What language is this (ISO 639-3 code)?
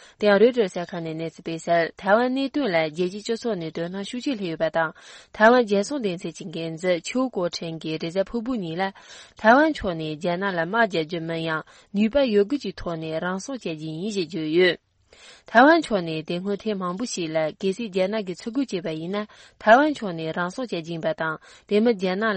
bod